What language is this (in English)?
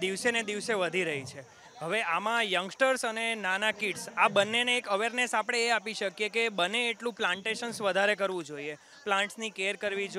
Gujarati